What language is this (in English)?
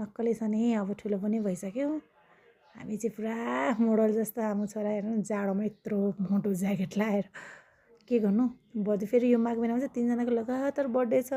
Nepali